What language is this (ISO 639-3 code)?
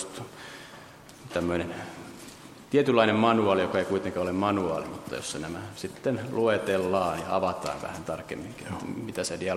fin